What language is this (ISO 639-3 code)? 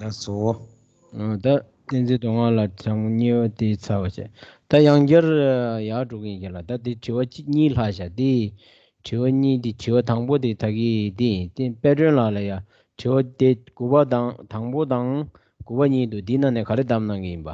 bod